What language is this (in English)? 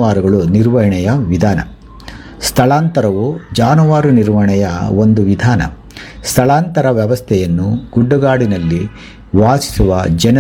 Kannada